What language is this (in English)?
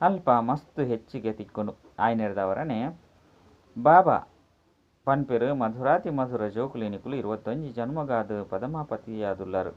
Tulu